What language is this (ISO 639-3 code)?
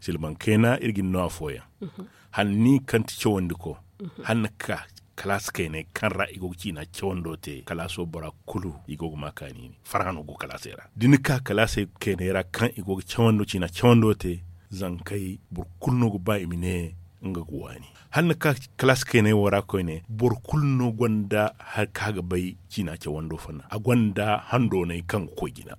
dje